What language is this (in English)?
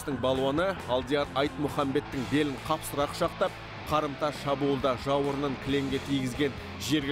Kazakh